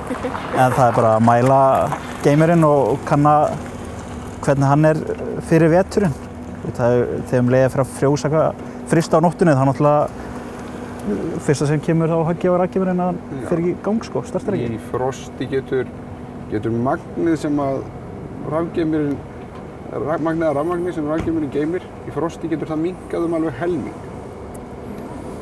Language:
Icelandic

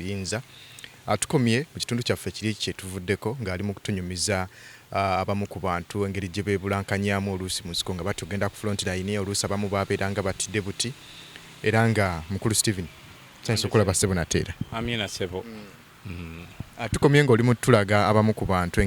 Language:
Ganda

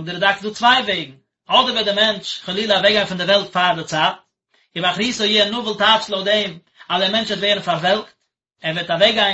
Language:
Yiddish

